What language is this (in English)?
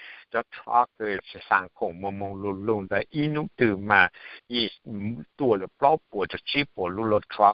Hmong